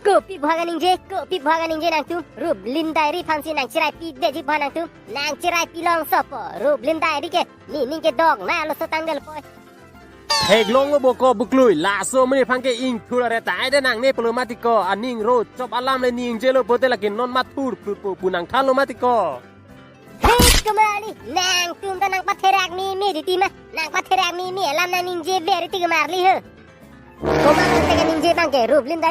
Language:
Karbi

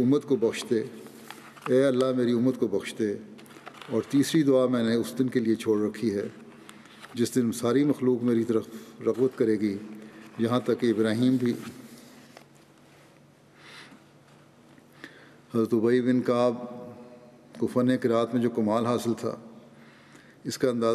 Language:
Urdu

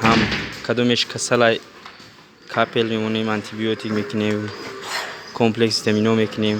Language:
Tajik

